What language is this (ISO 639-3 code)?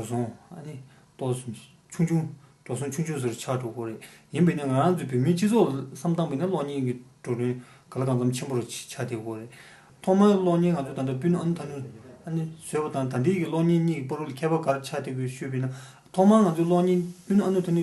bod